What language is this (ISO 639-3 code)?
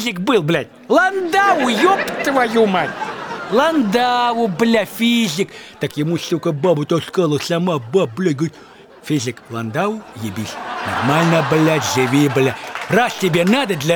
rus